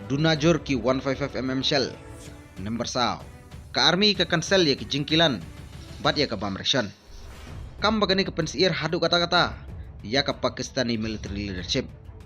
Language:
Khasi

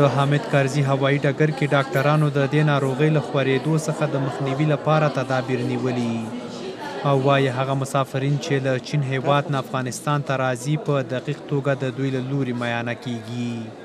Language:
Pashto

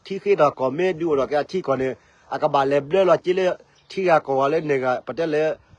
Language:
S'gaw Karen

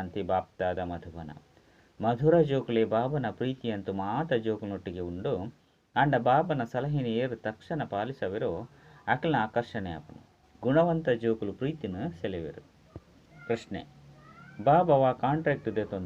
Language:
Tulu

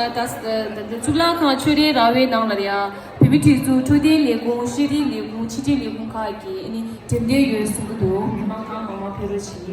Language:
Tibetan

